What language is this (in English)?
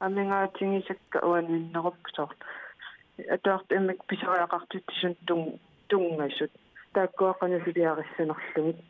Kalaallisut